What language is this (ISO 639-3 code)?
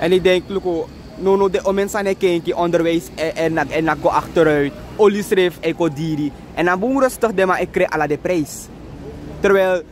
srn